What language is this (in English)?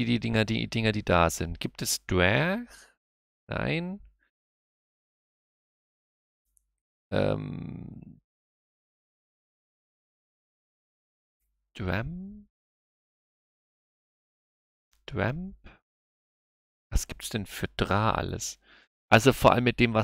German